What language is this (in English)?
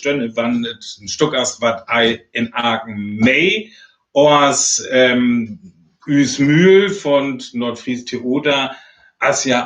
Northern Frisian